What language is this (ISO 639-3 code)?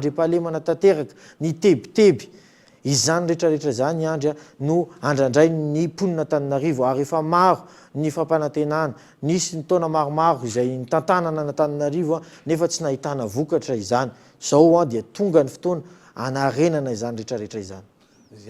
mlg